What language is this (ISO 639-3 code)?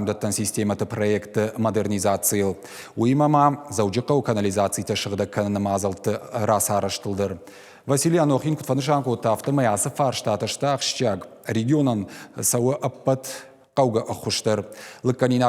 oss